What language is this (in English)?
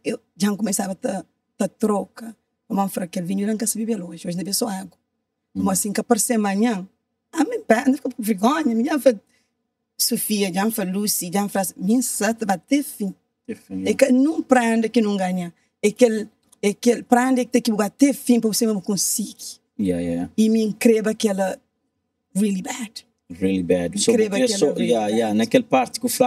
Kabuverdianu